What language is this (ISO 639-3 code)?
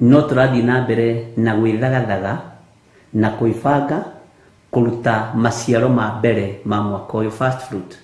kik